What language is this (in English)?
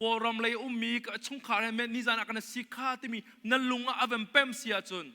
Hakha Chin